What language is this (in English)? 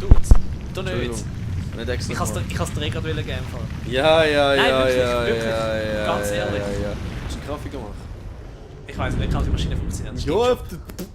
Swiss German